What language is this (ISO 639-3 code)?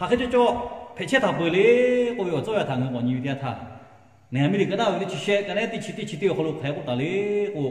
lhu